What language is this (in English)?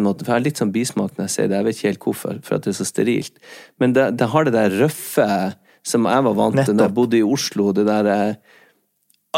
Norwegian